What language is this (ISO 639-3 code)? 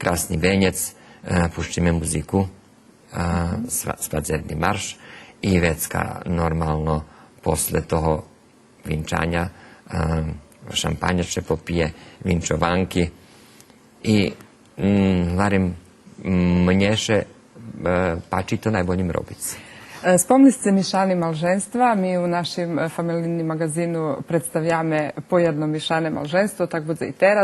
rue